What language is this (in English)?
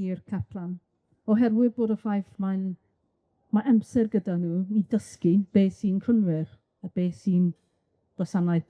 Welsh